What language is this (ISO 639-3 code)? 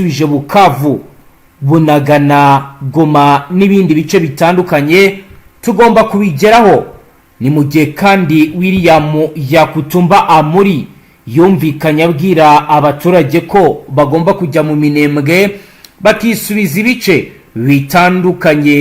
kin